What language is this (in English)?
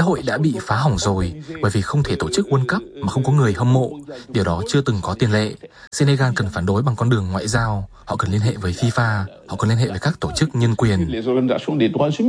Vietnamese